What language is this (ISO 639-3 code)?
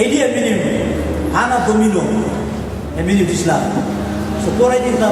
tpi